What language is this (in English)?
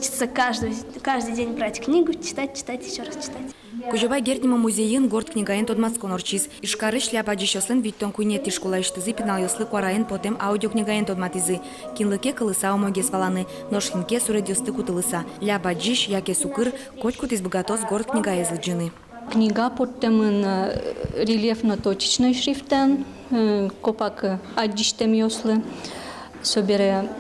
Udmurt